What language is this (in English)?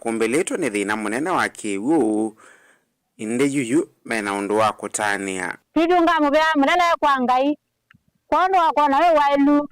Kamba